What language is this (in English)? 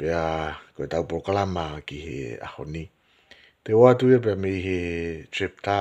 Tongan